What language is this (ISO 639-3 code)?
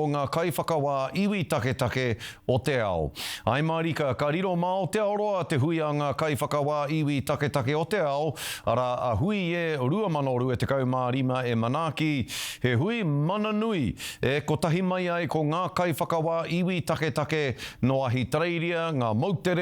mri